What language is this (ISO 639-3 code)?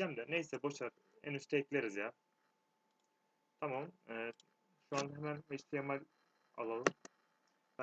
tur